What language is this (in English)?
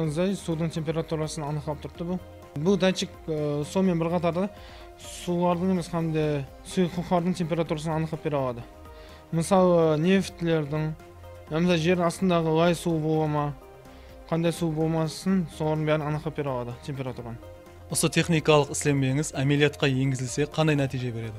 Kara-Kalpak